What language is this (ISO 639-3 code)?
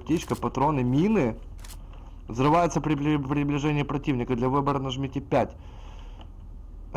rus